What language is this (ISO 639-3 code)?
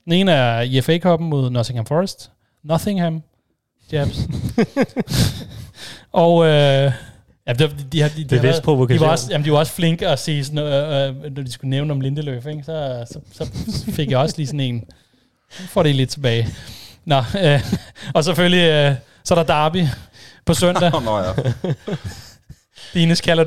dan